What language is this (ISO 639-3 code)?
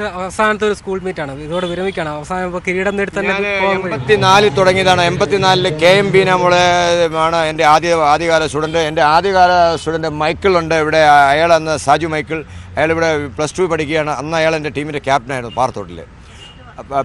mal